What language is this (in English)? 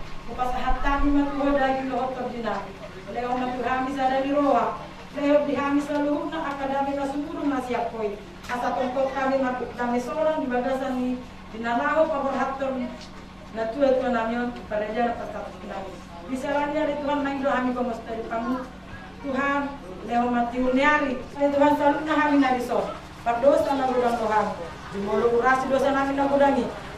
Batak Toba